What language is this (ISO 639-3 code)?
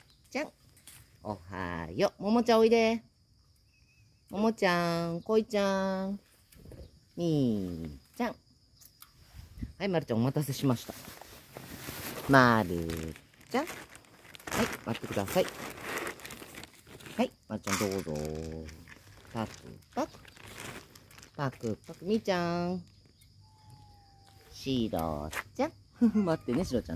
jpn